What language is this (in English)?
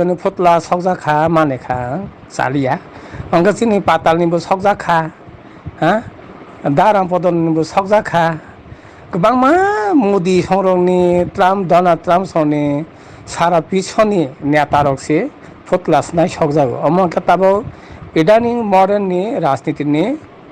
Riang (India)